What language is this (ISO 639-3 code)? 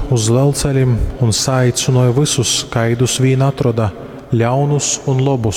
ltg